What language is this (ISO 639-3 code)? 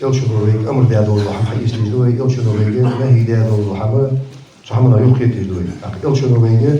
inh